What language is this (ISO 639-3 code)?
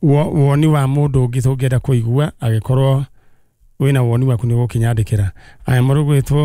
kik